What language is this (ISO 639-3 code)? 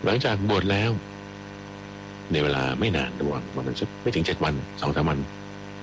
tha